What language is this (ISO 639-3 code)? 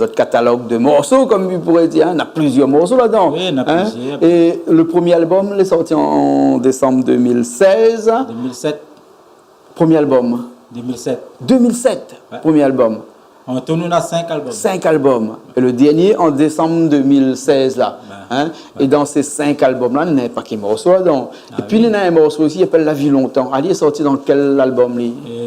rcf